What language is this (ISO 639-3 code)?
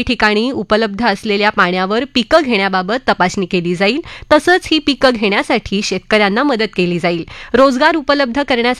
mar